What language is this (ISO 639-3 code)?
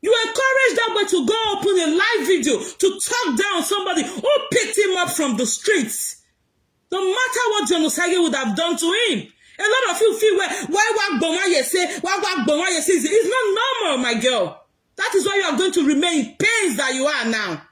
pcm